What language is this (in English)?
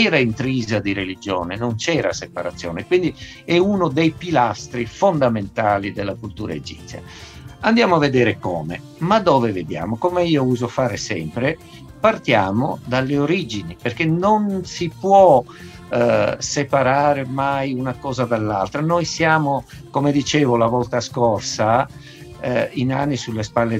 Italian